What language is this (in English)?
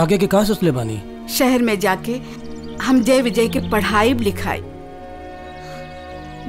Bhojpuri